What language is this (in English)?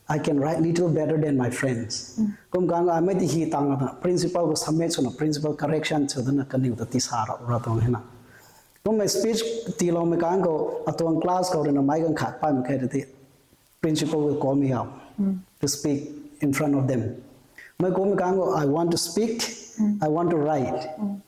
Rongmei Naga